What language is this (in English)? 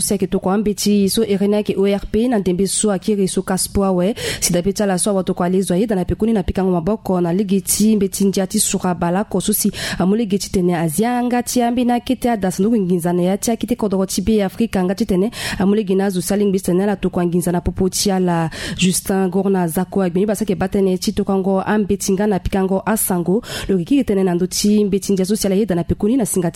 Sango